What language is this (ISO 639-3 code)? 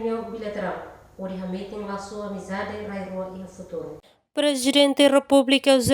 tet